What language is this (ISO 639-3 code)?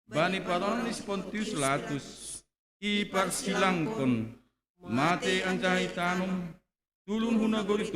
bts